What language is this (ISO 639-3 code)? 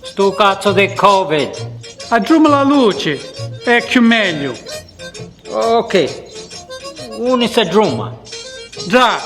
scn